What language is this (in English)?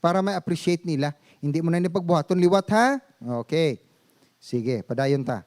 Hiligaynon